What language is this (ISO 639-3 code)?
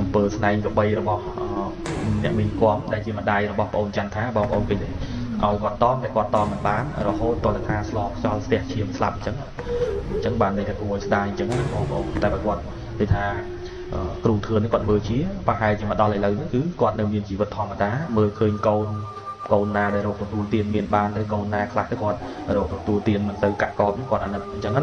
khm